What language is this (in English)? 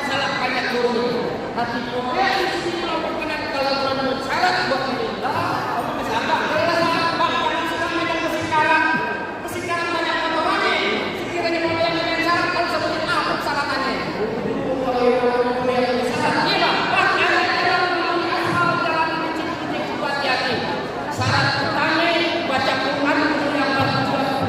Betawi